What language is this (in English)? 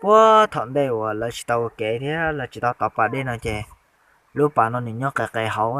Hmong